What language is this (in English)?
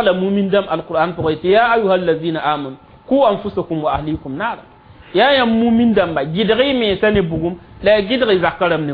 Mossi